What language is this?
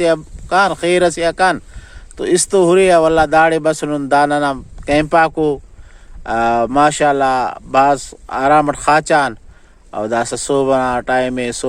Brahui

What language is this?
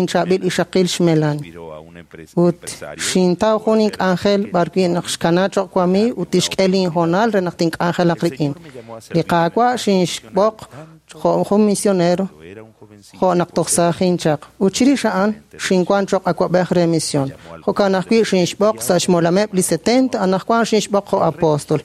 Kekchí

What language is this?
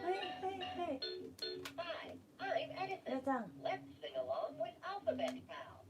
Cebuano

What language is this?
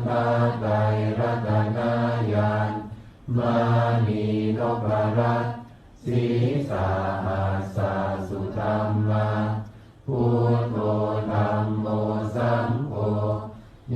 Pali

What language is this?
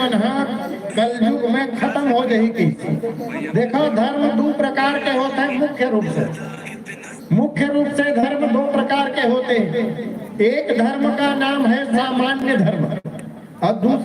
Chhattisgarhi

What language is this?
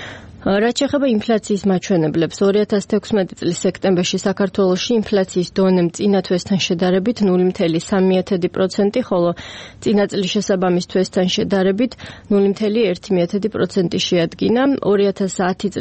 Georgian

